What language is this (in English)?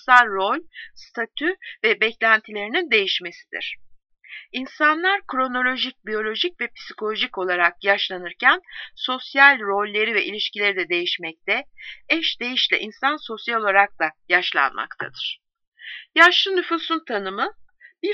Turkish